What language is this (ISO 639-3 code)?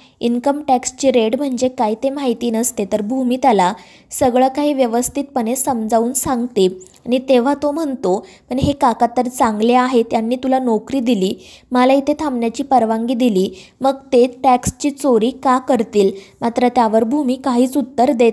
mar